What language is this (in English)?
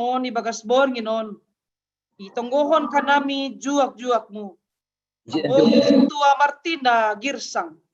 Batak Simalungun